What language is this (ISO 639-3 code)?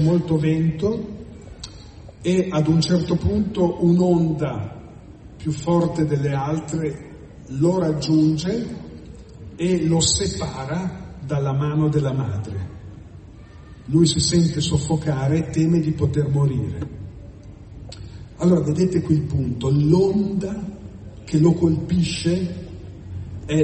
ita